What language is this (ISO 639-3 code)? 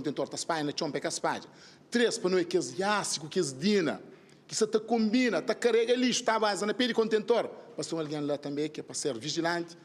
kea